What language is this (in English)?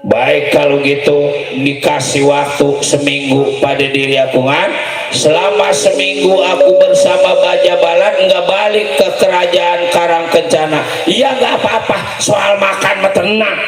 Betawi